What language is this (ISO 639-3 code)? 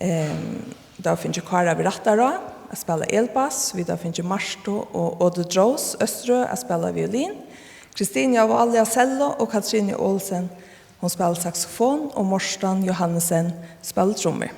fao